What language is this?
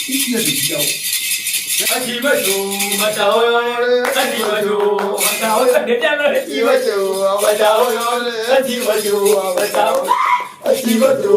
Ewe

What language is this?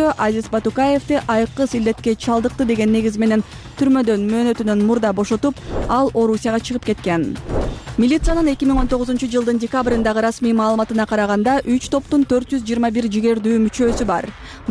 Kyrgyz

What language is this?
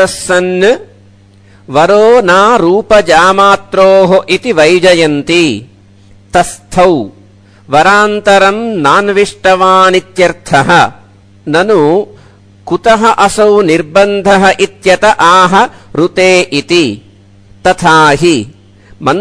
Sanskrit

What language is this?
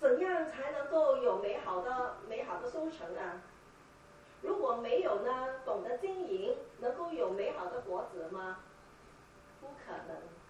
Chinese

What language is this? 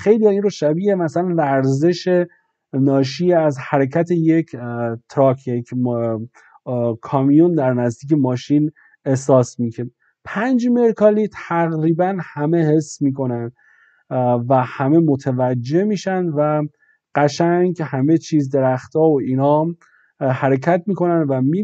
Persian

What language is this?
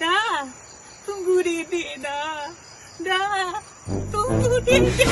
Minangkabau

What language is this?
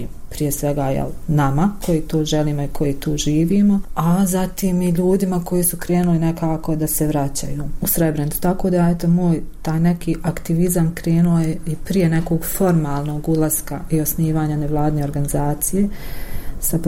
Bosnian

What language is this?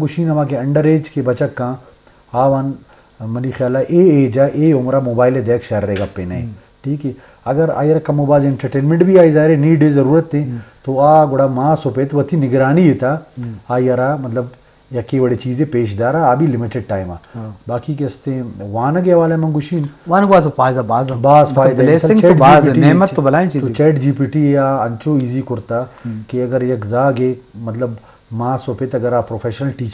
Baluchi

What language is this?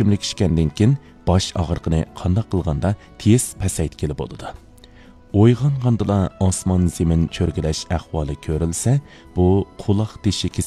Uyghur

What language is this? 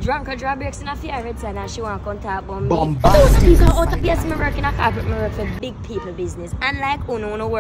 Jamaican Creole English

